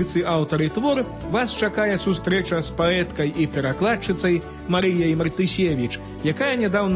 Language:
Belarusian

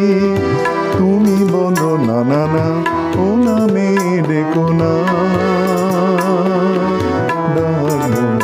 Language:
Bangla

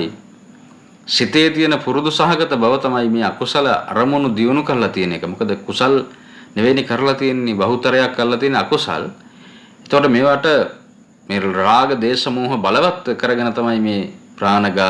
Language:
Sinhala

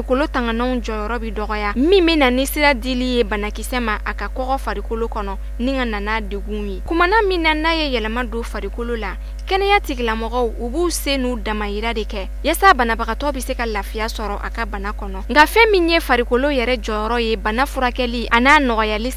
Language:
Bambara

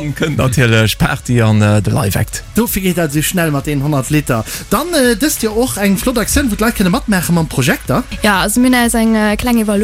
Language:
Luxembourgish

